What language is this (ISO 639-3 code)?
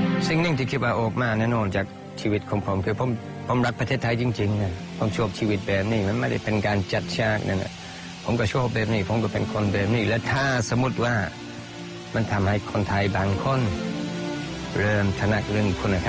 tha